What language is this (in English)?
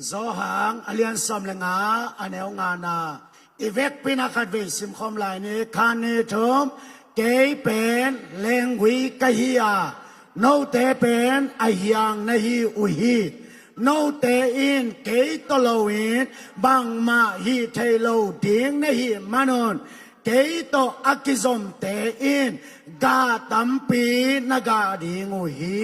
Tedim Chin